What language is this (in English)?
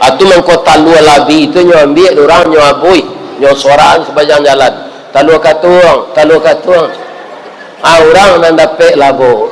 Minangkabau